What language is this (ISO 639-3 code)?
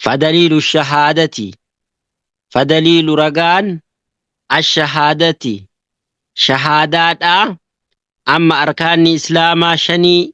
orm